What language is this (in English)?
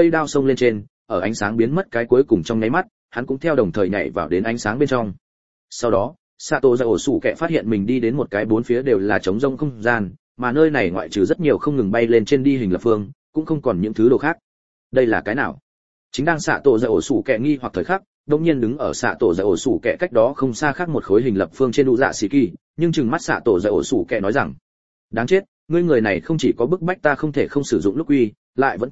Vietnamese